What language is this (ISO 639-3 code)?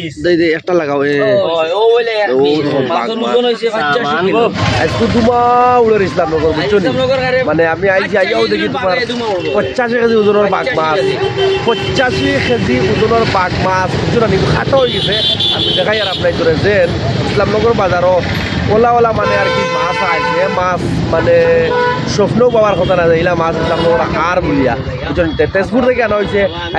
syl